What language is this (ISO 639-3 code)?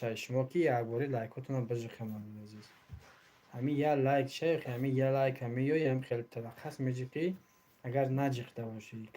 tgk